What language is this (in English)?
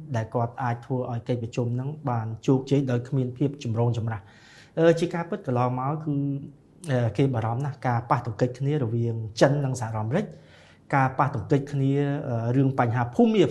Khmer